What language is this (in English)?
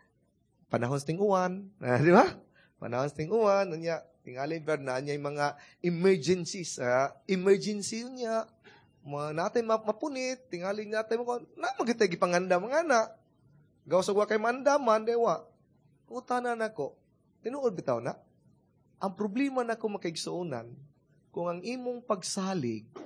Cebuano